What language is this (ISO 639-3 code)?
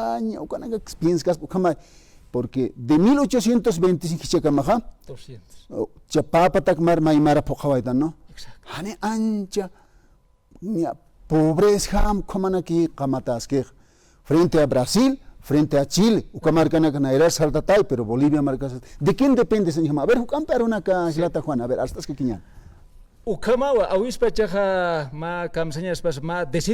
aym